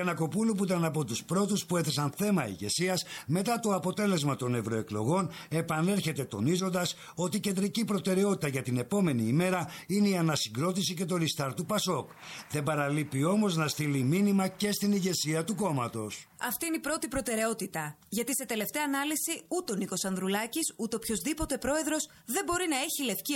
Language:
Greek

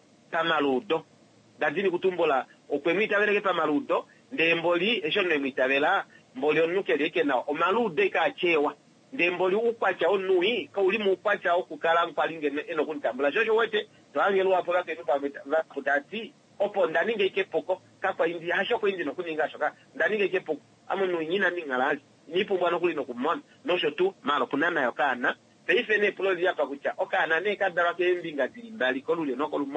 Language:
Kuanyama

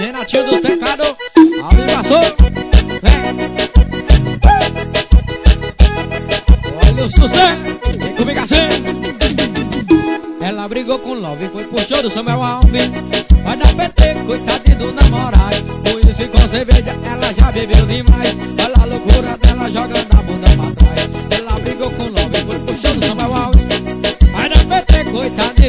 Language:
Portuguese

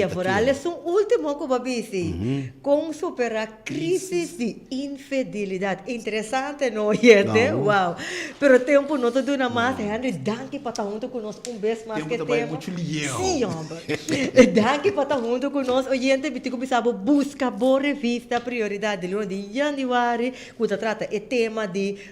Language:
Papiamento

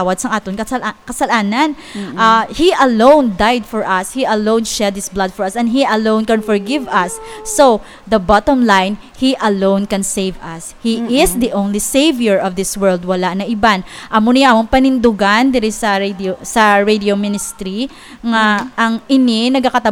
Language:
Hiligaynon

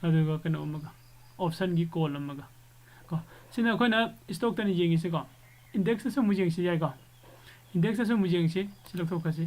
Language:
Manipuri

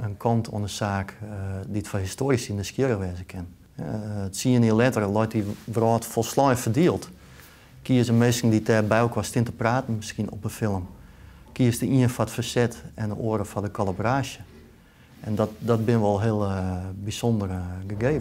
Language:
Western Frisian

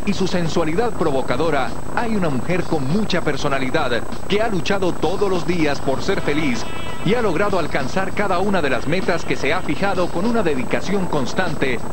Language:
Spanish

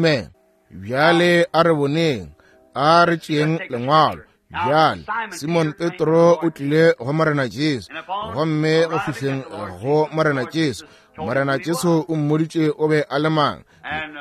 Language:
Northern Sotho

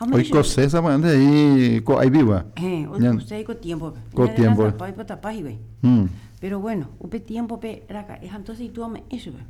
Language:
Guarani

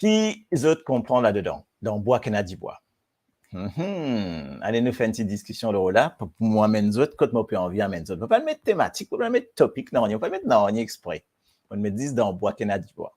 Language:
Morisyen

